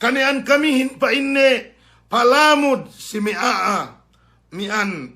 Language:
Yakan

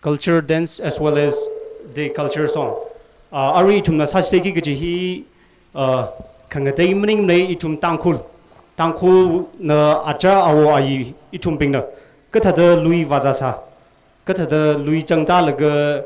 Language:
Tangkhul Naga (India)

